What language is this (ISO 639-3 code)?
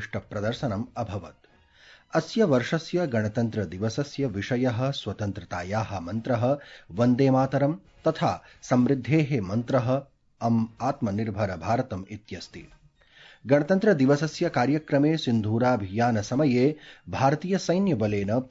san